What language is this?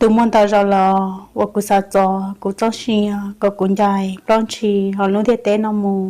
Hmong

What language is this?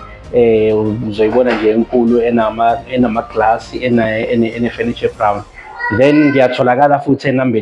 Zulu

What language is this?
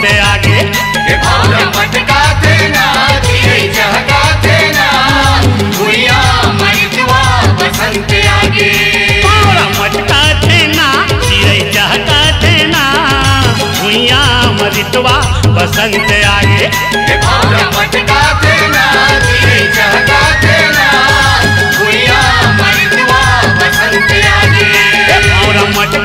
Chhattisgarhi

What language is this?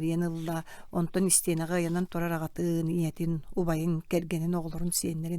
Yakut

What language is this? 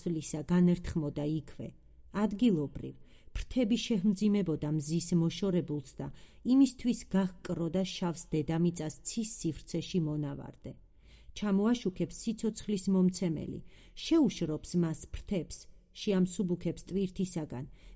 Georgian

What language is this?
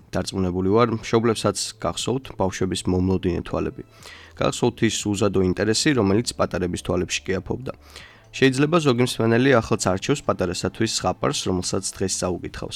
Georgian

